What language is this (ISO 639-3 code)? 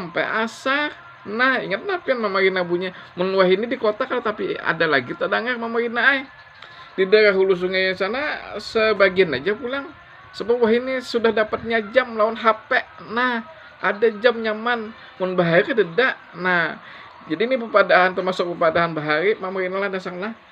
bjn